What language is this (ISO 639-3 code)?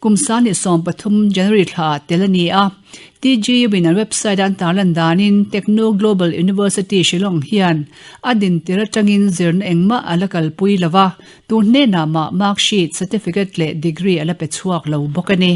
lus